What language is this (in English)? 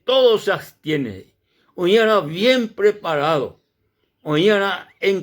Guarani